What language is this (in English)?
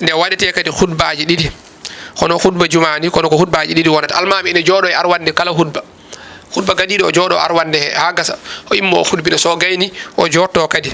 Fula